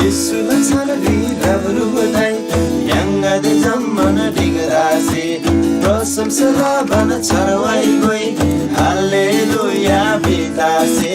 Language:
Eastern Tamang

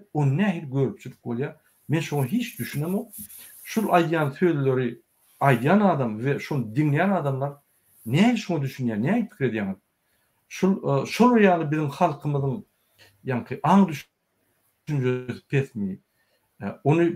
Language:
Turkmen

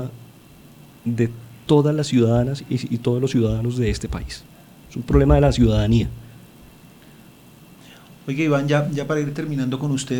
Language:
Spanish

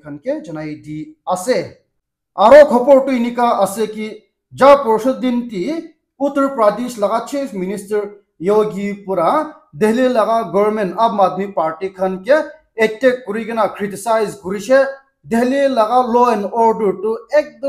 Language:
Naga Pidgin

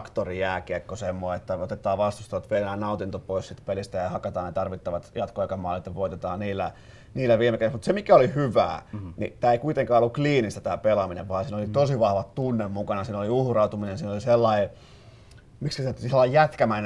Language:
Finnish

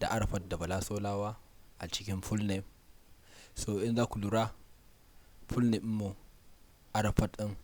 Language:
Hausa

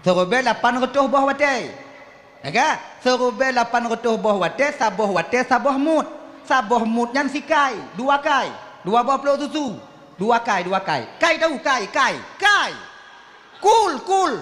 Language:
Achinese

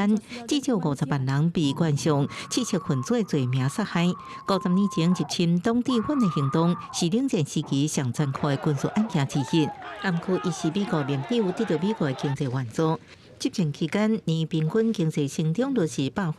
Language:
Min Nan Chinese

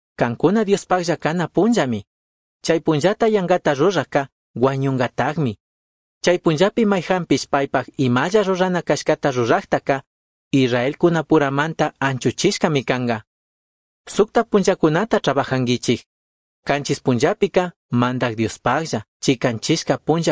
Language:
Chimborazo Highland Quichua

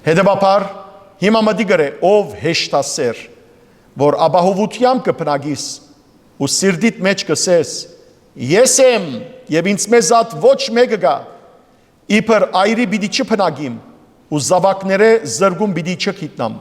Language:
Western Armenian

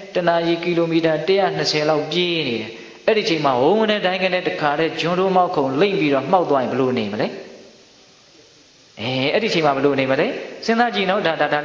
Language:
Burmese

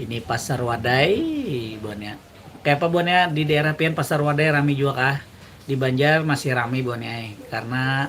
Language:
Banjar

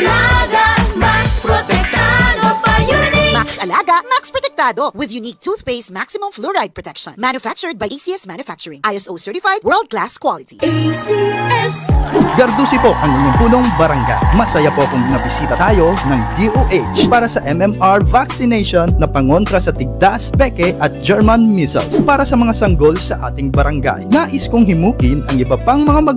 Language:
Bikol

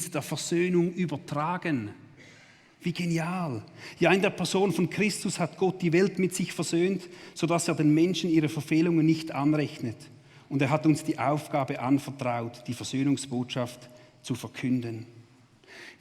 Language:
Swiss German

